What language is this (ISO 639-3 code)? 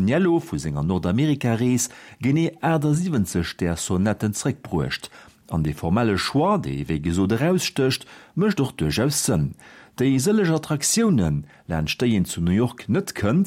ltz